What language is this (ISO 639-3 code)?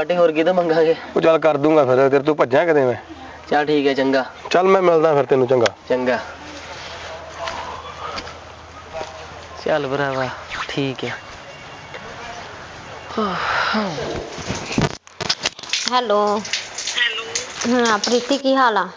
pan